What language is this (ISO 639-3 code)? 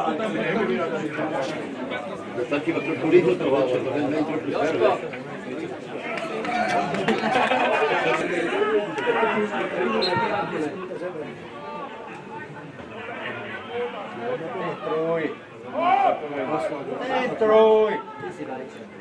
slk